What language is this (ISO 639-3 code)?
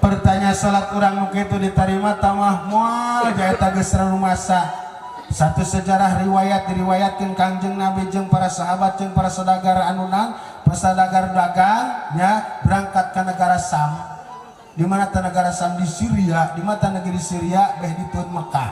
sun